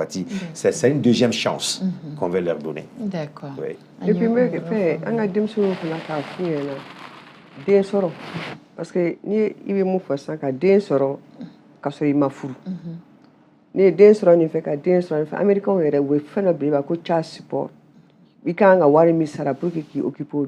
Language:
Bambara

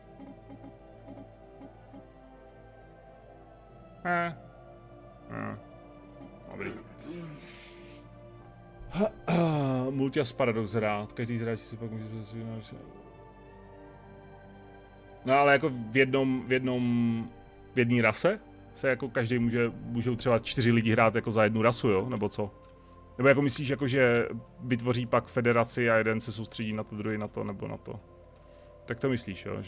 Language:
Czech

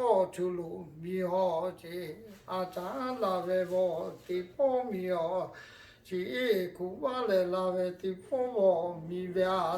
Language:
Lahu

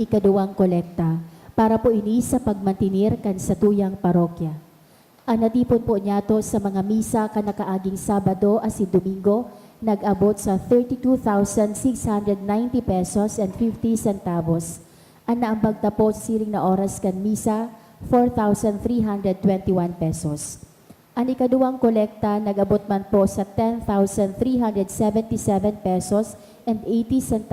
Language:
Bikol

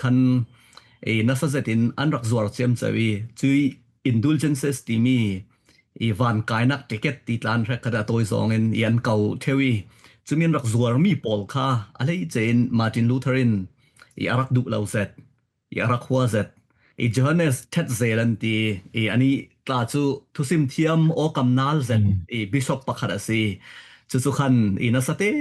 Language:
Falam Chin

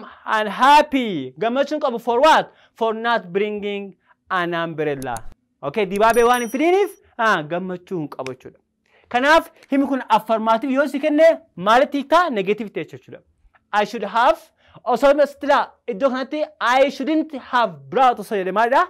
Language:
Oromo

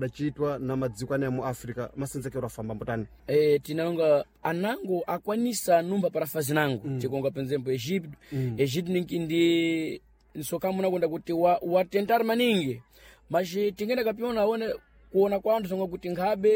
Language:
Sena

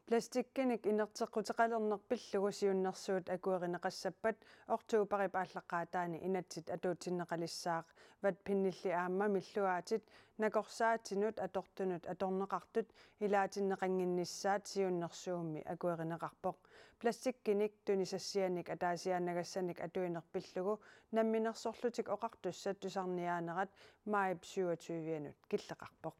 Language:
Kalaallisut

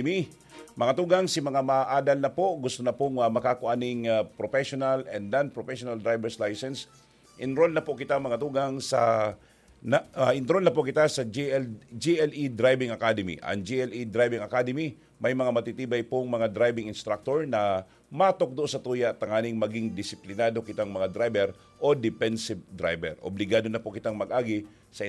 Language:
Bikol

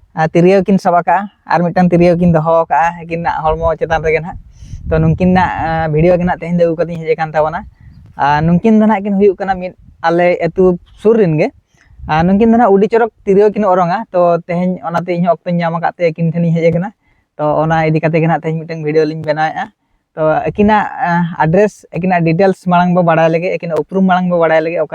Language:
Santali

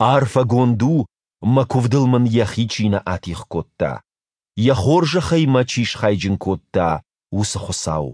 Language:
Ossetic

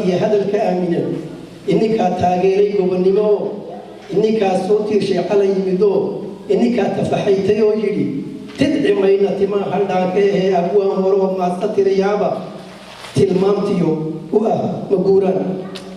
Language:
Somali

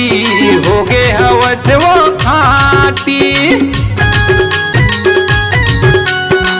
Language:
Chhattisgarhi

